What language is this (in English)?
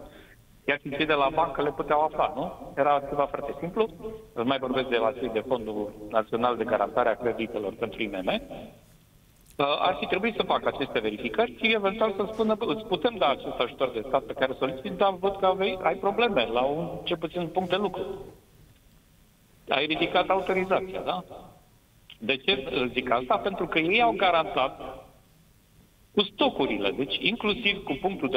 Romanian